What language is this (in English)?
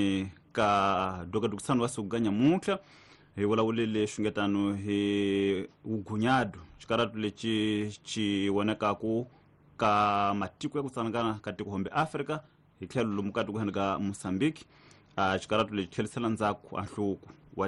Tsonga